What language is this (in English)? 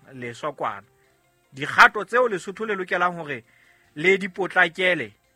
Southern Sotho